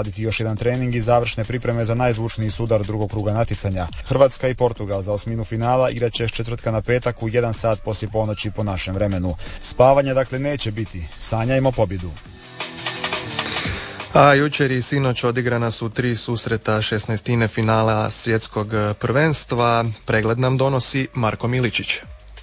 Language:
Croatian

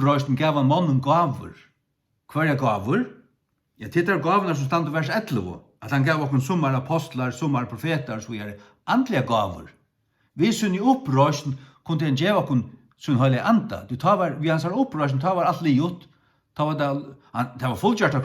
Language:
Faroese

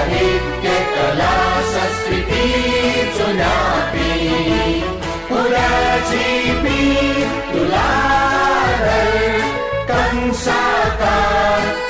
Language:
Newari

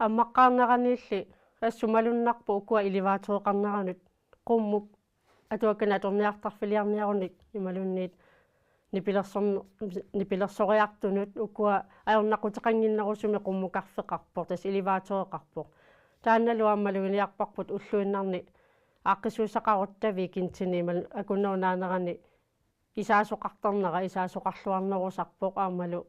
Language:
Kalaallisut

